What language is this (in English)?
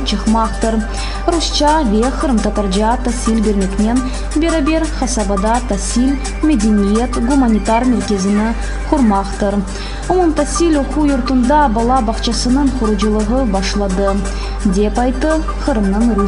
Crimean Tatar